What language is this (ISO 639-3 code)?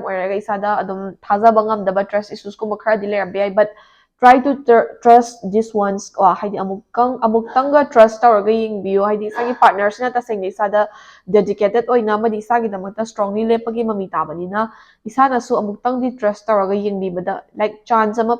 mni